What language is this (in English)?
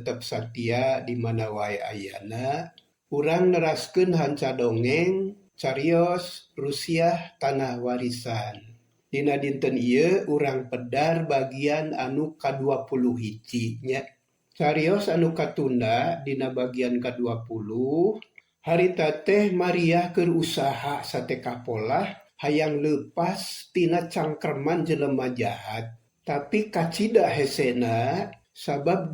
Sundanese